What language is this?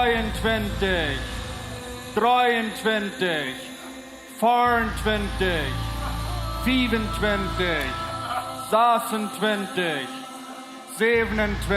Plautdietsch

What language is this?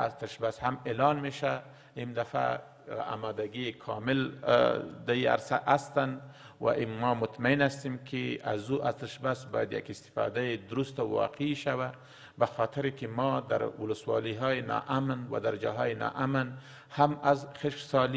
Persian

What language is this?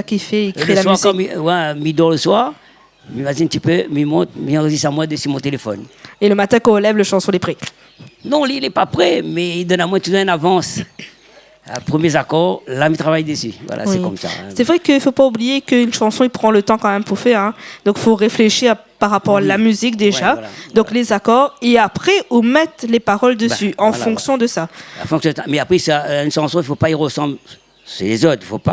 Réunion Creole French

